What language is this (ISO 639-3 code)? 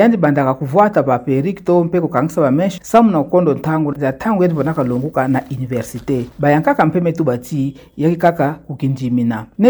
ktu